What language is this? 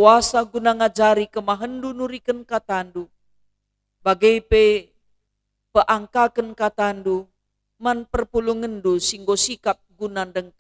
Batak Karo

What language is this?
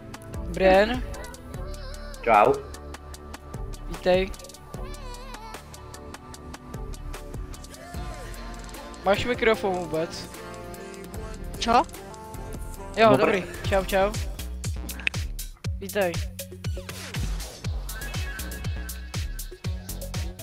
Czech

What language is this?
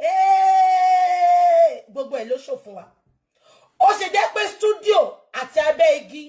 Yoruba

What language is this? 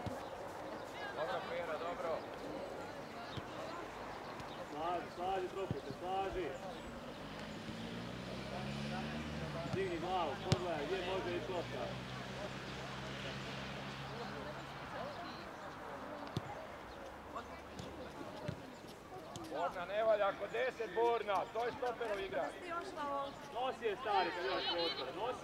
Croatian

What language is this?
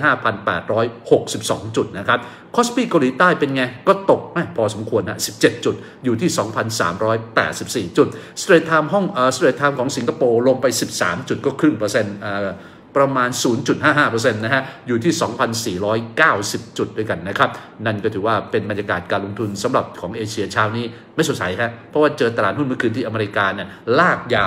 Thai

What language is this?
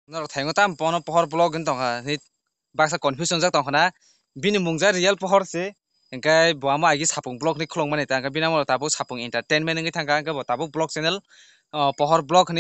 Kok Borok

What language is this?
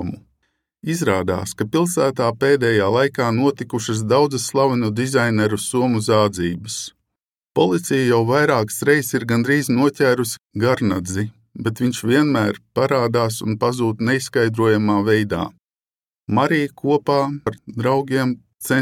Latvian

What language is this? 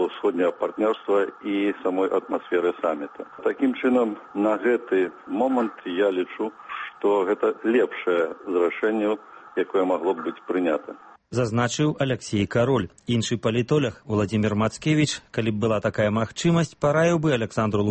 Belarusian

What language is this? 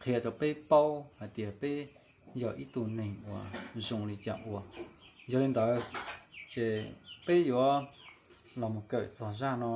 Hmong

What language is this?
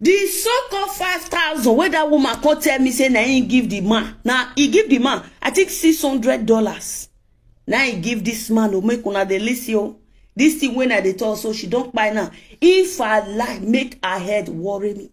Nigerian Pidgin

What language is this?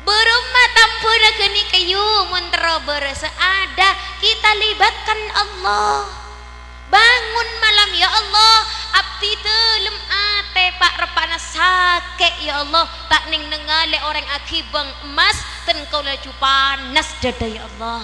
Madurese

